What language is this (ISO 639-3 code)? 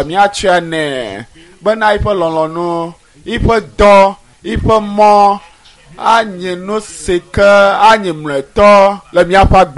ewe